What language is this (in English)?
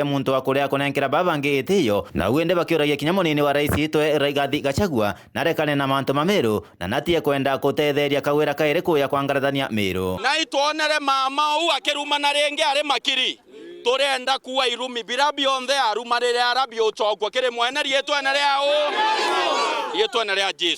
Meru